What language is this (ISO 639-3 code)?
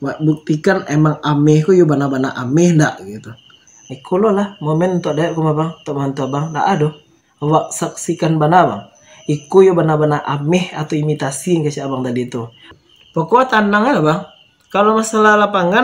min